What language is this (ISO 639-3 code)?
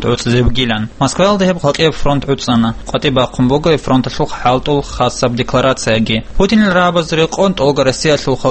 ava